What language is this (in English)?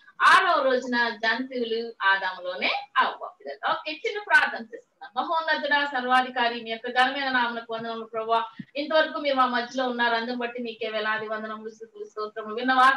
Telugu